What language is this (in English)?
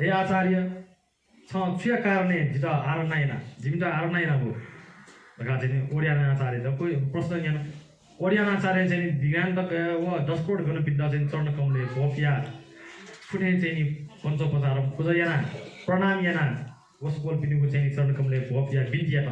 Newari